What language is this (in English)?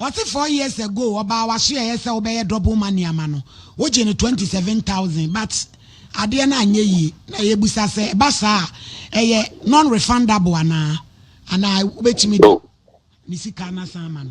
Akan